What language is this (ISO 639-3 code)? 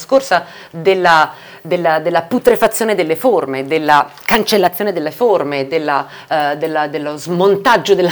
ita